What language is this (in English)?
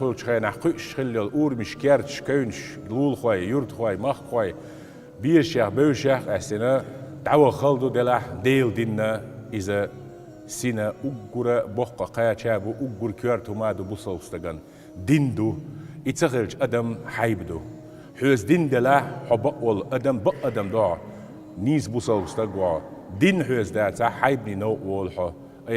Chechen